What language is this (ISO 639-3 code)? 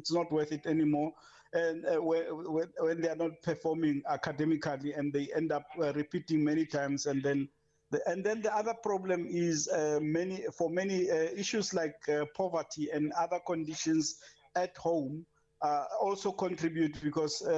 eng